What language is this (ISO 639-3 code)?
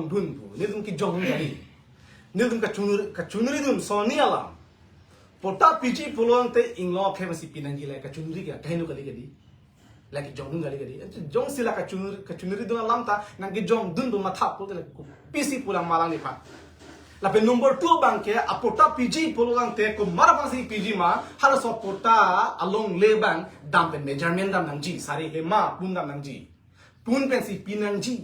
mjw